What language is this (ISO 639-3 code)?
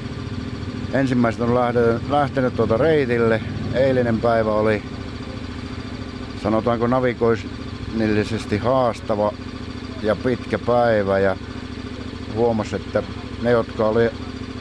fin